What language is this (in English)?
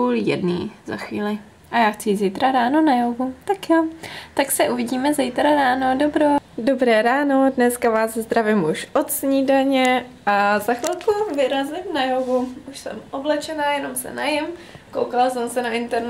Czech